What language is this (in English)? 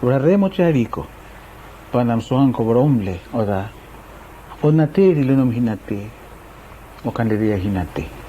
Araki